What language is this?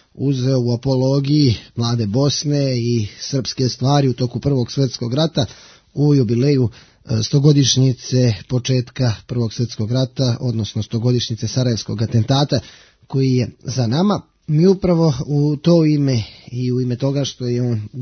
Bosnian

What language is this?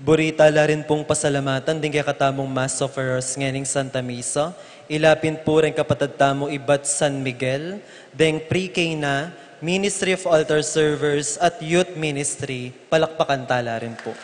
Pampanga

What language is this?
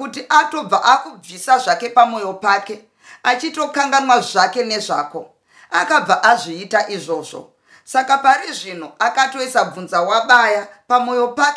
Shona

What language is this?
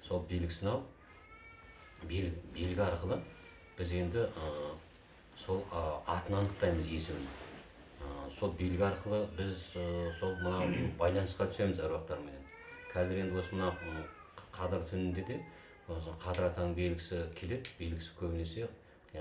Kazakh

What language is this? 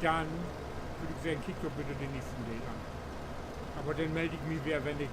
Low German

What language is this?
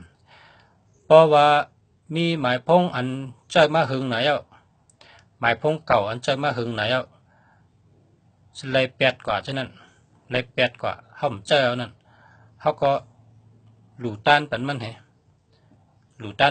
Shan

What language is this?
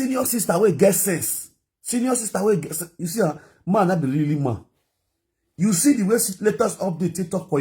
Nigerian Pidgin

